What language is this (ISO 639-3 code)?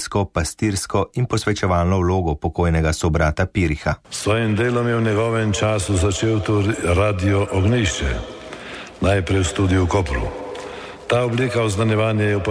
slv